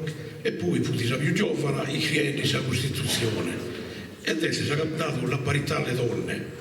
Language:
Sardinian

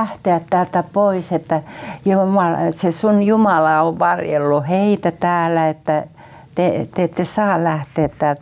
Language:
Finnish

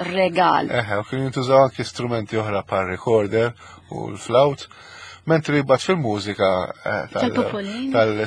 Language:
Maltese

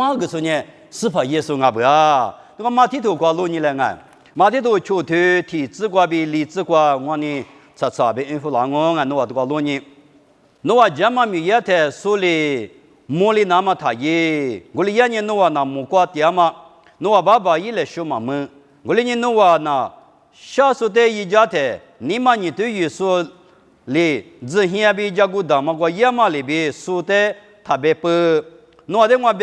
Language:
Lisu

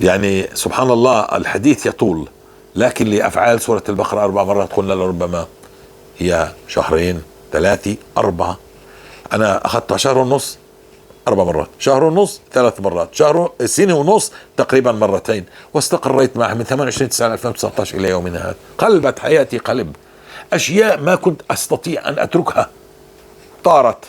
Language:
North Levantine Arabic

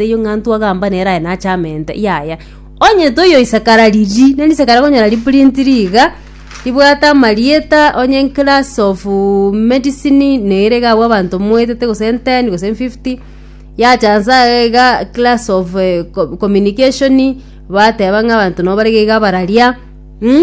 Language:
Gusii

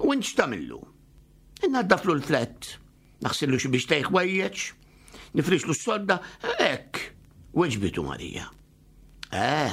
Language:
Maltese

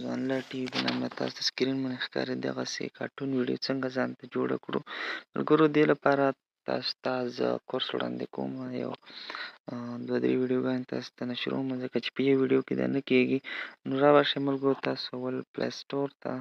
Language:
Pashto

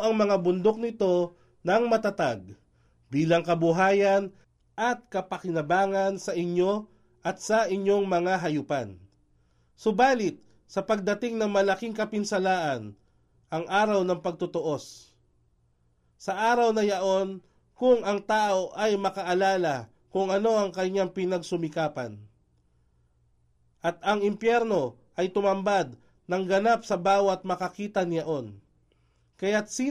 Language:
Filipino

